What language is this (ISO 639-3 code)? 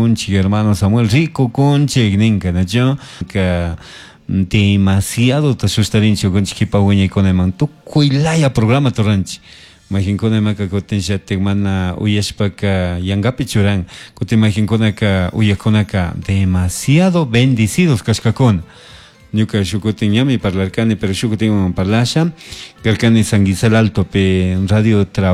qug